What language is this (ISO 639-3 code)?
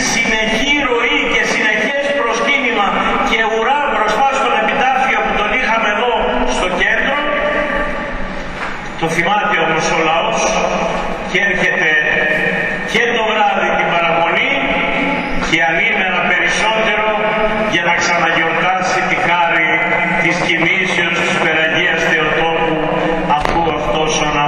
ell